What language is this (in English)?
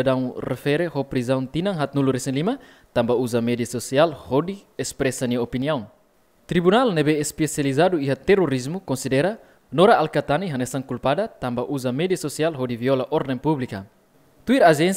Tetum